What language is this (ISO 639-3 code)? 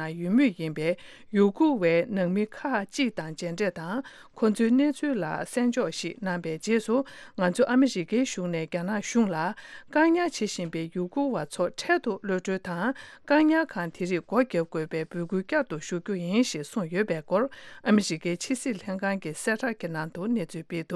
bod